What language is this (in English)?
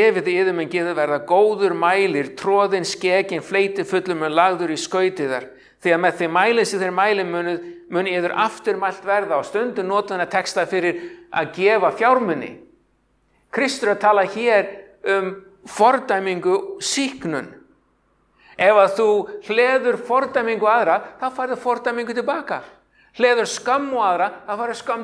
Icelandic